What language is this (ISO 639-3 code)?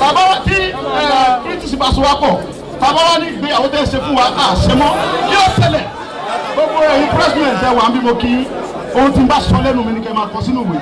yor